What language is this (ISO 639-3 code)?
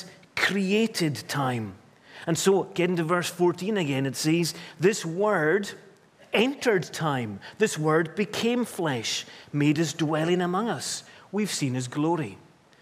eng